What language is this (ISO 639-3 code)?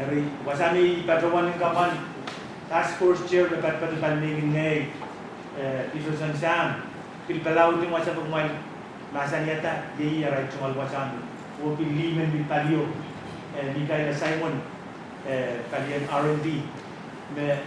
pon